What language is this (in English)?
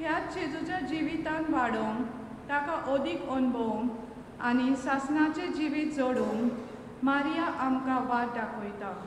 Konkani